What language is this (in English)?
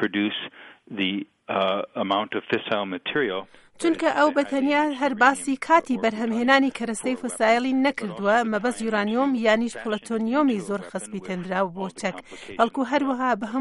Central Kurdish